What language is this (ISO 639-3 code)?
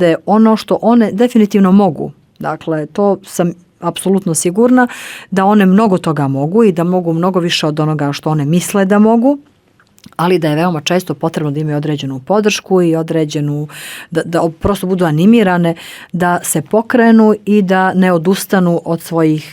bos